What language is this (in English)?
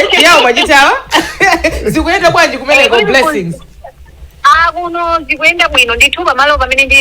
Nyanja